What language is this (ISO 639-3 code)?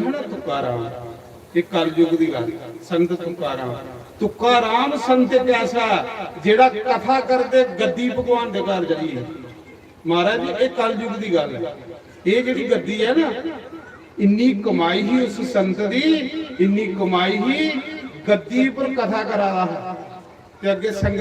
doi